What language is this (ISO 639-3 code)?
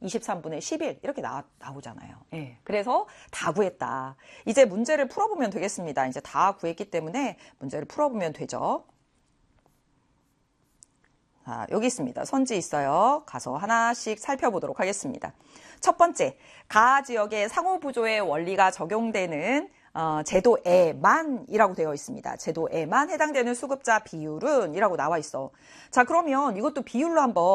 kor